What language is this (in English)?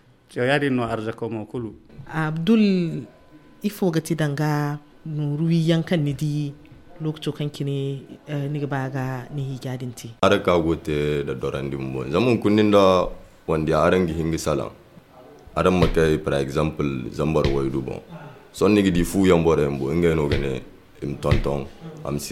Zarma